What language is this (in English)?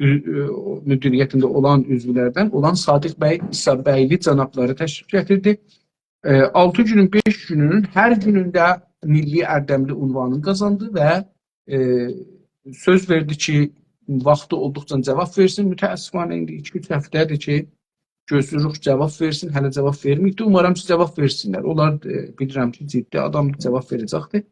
South Azerbaijani